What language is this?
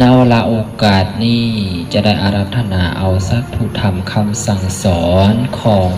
Lao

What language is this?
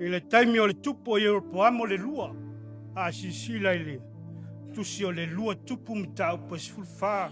Samoan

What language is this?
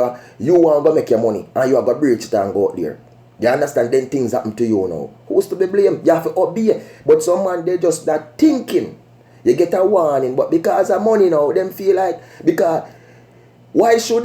Jamaican Creole English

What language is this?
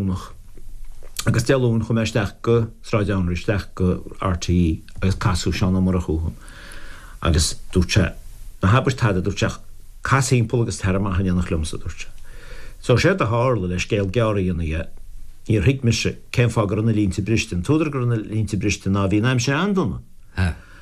Irish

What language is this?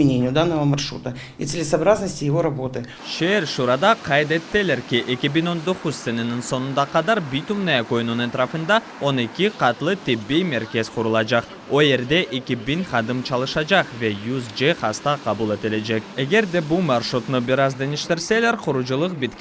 Crimean Tatar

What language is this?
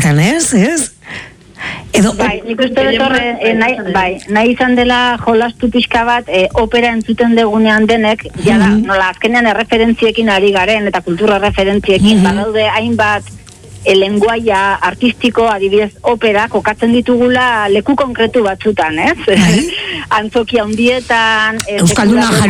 Basque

